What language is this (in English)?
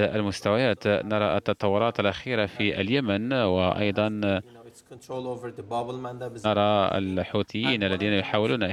Arabic